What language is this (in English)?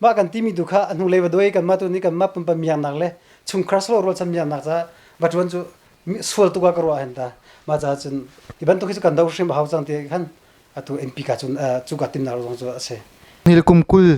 Hakha Chin